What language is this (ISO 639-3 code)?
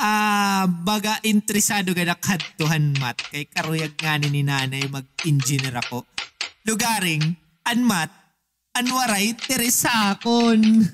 war